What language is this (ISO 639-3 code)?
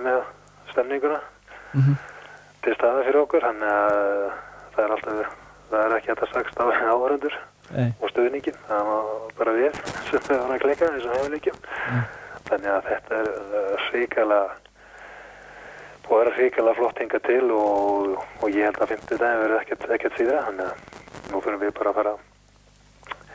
isl